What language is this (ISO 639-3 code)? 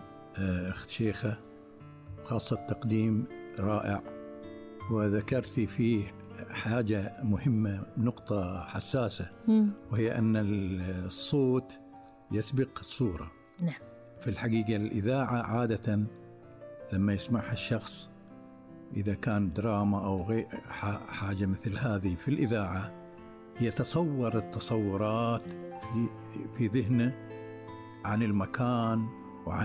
ara